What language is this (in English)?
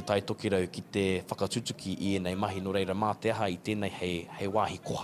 Māori